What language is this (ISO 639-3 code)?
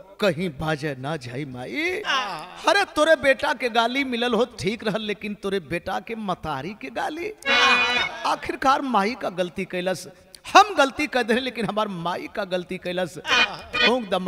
bho